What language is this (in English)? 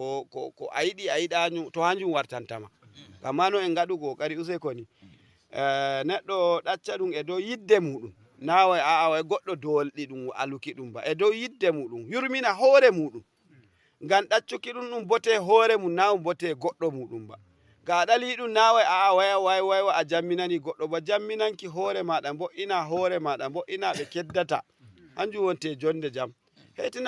Fula